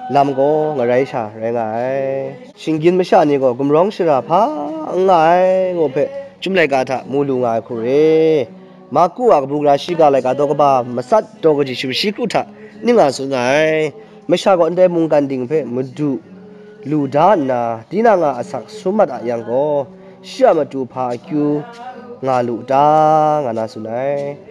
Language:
Kachin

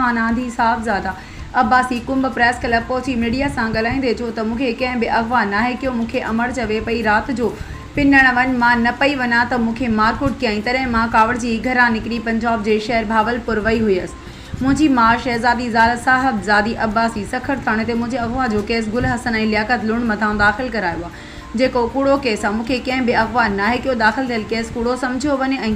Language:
Sindhi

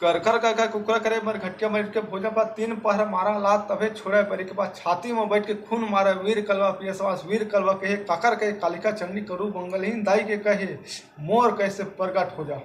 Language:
Chhattisgarhi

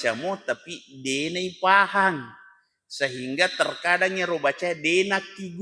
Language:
Buginese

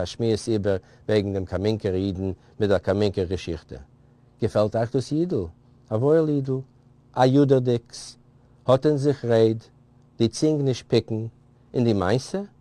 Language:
Yiddish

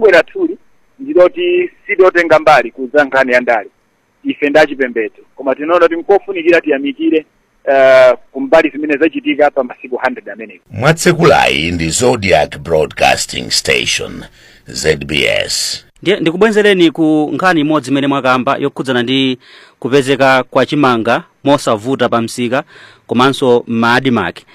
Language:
Nyanja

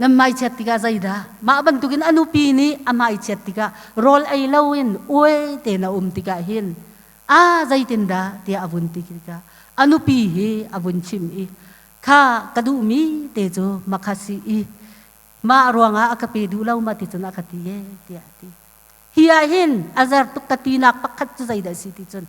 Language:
Hakha Chin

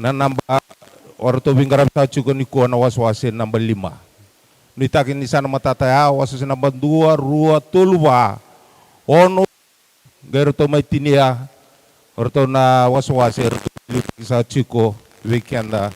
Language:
Fijian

